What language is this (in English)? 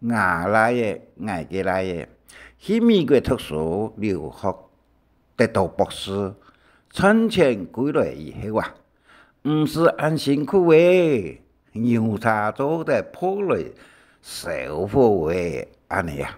Hakka Chinese